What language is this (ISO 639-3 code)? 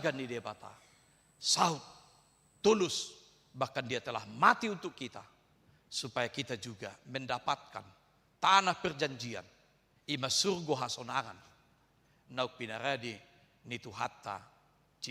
bbc